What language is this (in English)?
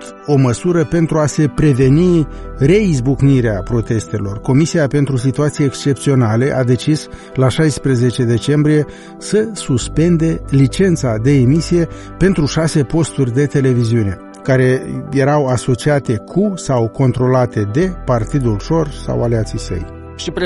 Romanian